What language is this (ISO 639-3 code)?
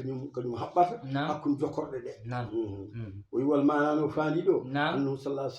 ful